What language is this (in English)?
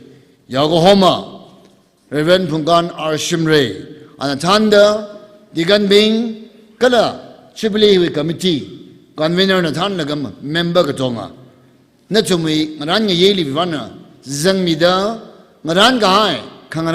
Tangkhul Naga (India)